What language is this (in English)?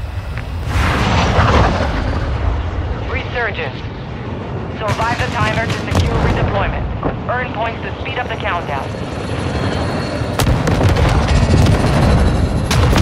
English